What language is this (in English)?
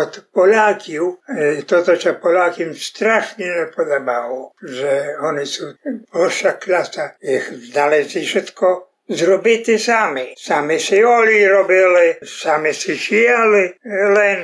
Rusyn